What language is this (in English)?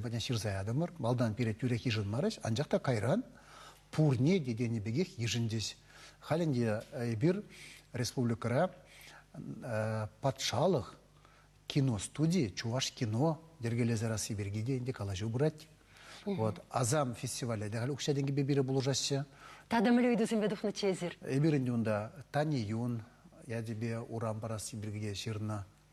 Chuvash